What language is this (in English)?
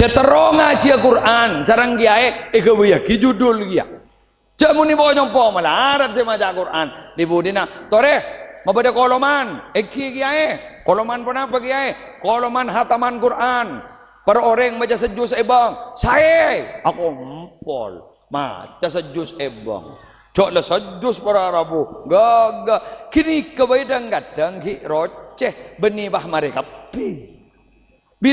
Madurese